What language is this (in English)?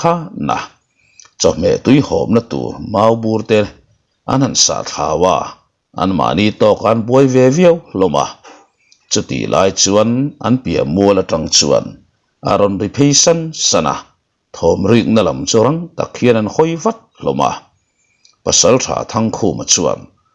Mizo